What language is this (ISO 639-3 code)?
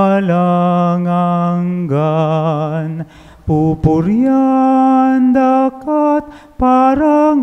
pam